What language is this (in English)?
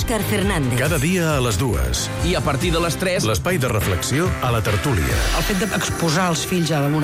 Catalan